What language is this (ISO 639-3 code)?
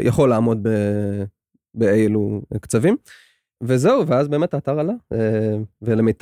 heb